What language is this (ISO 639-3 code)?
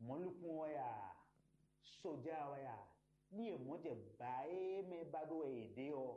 fon